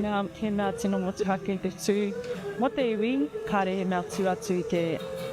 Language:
Māori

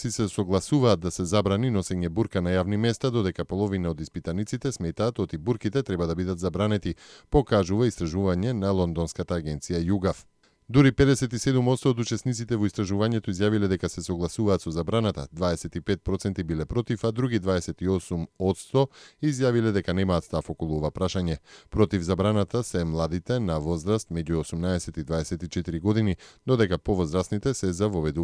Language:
Macedonian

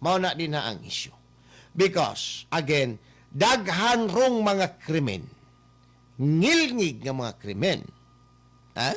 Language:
Cebuano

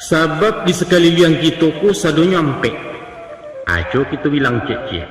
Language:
Minangkabau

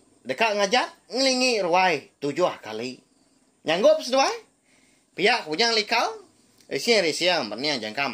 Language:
Iban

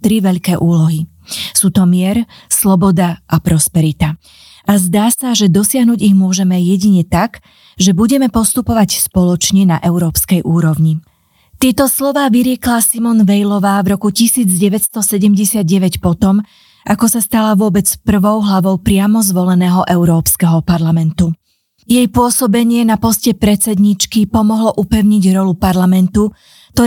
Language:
Slovak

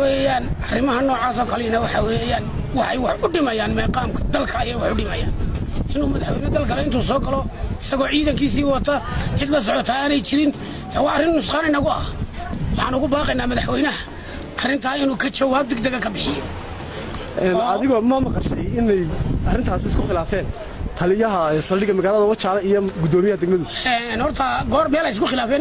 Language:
Somali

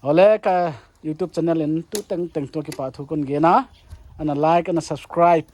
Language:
Paite Chin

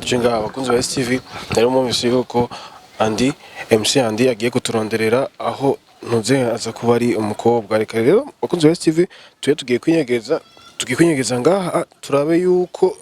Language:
Rundi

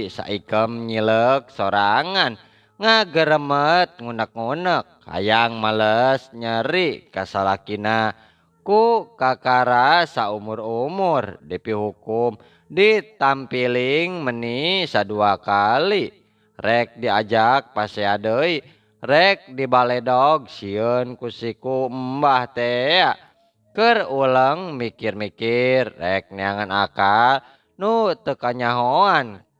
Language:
Sundanese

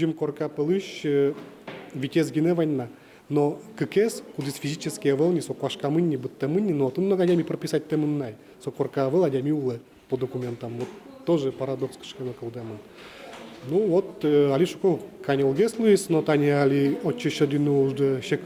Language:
Udmurt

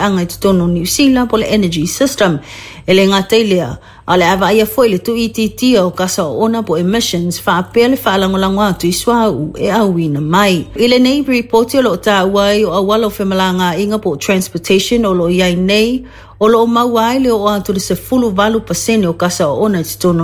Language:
Samoan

